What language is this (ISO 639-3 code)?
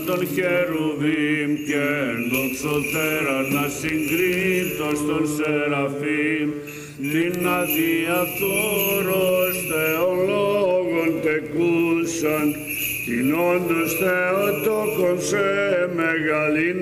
ell